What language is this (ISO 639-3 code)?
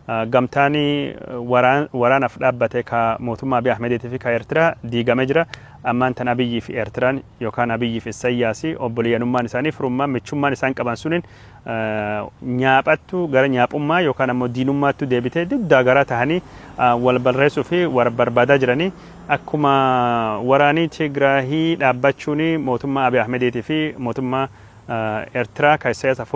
orm